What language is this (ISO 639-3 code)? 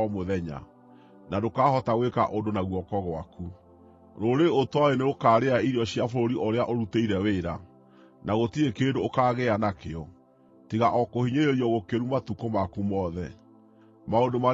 kik